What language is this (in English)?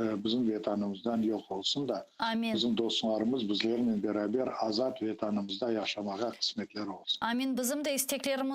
Crimean Tatar